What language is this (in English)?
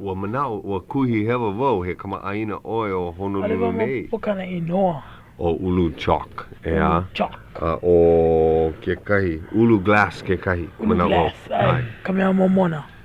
Hawaiian